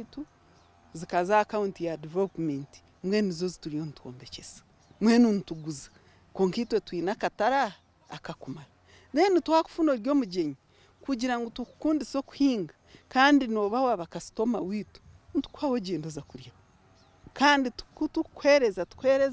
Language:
Nyankole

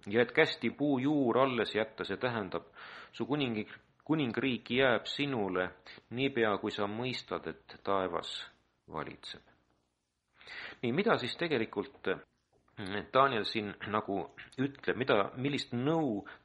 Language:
Estonian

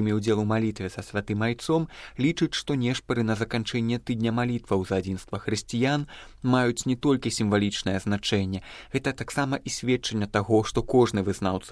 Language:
Belarusian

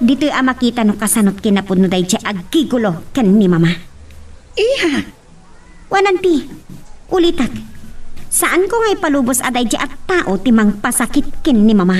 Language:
Iloko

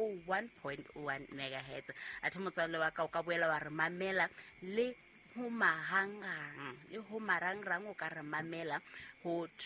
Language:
Southern Sotho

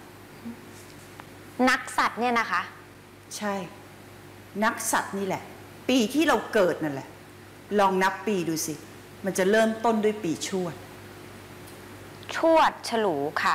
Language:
Thai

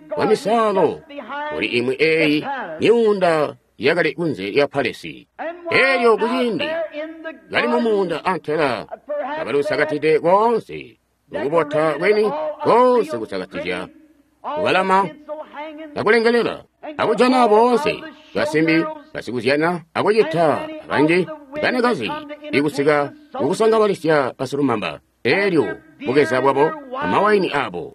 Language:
Tonga (Zambia)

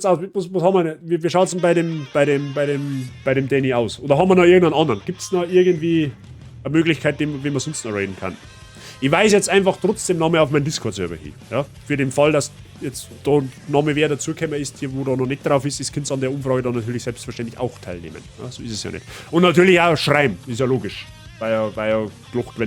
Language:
Bavarian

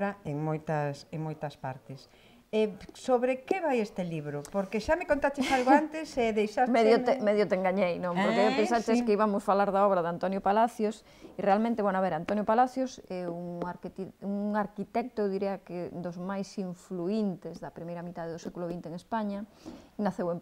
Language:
Galician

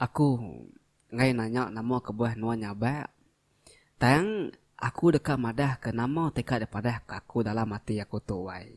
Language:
Iban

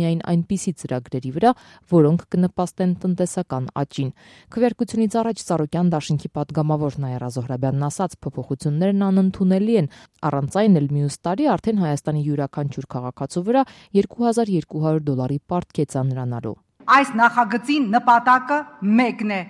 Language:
Armenian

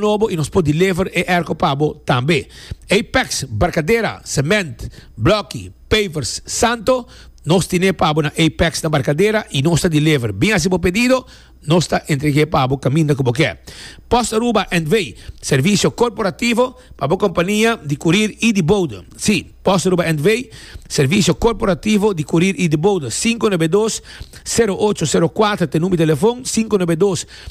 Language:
Papiamento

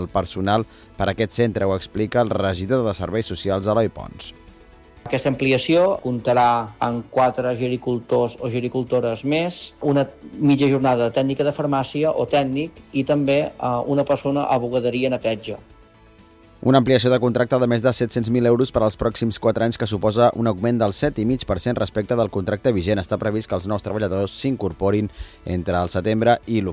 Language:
Catalan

